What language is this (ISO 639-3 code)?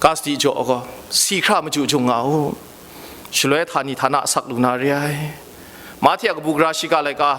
kac